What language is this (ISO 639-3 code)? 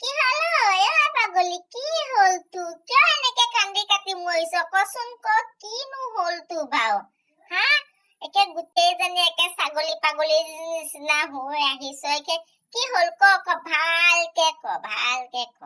asm